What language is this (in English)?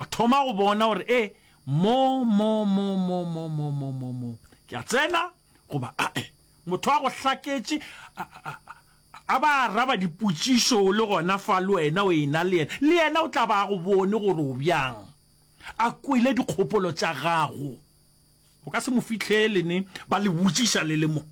Northern Sotho